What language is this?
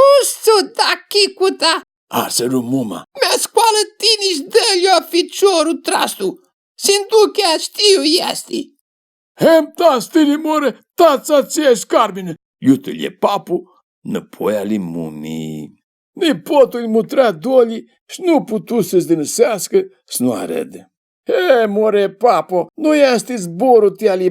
Aromanian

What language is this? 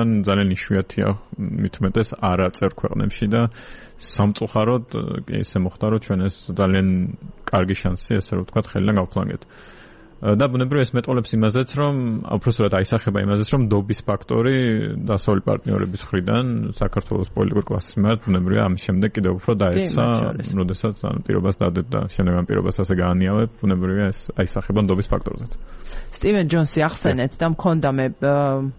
Georgian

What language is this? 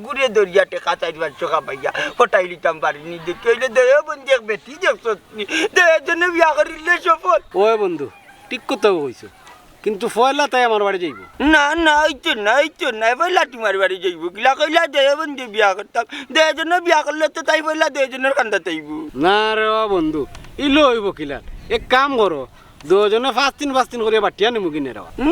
Sylheti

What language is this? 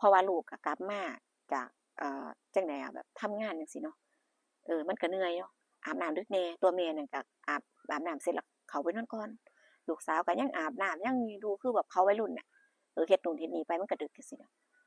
Northeastern Thai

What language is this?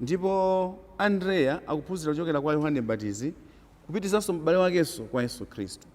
Nyanja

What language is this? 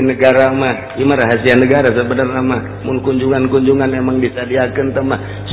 Sundanese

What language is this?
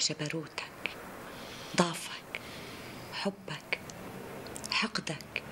North Levantine Arabic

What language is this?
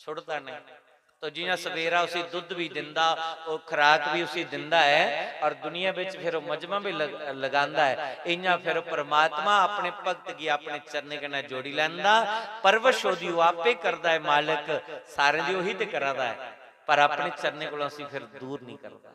Dogri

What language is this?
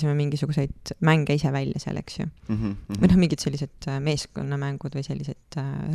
Estonian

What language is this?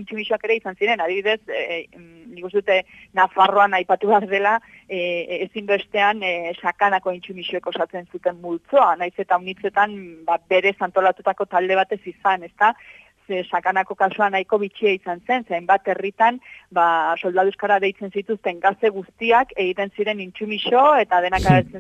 Basque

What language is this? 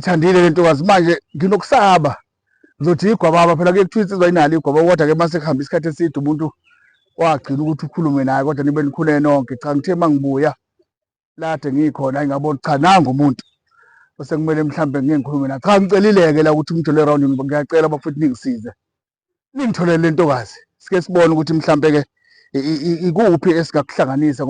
Zulu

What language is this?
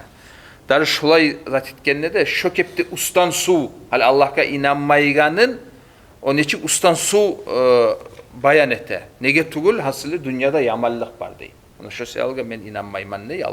Kumyk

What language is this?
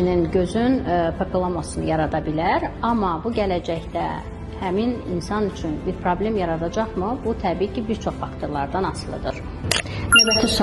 Azerbaijani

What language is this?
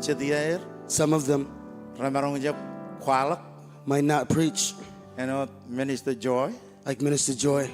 Marshallese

